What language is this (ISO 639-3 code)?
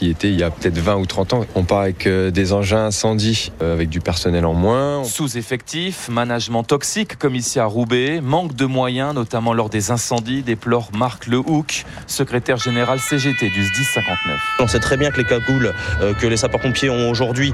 fra